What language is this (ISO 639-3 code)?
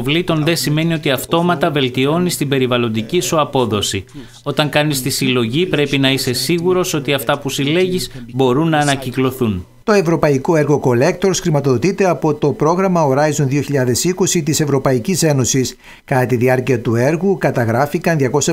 ell